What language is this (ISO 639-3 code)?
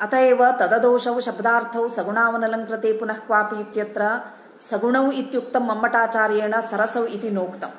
san